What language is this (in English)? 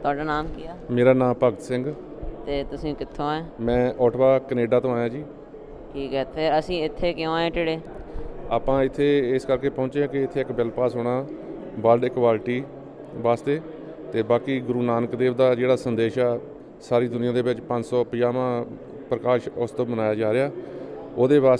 Punjabi